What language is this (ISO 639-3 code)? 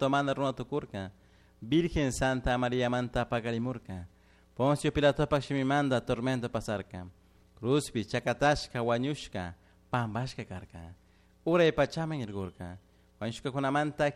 qug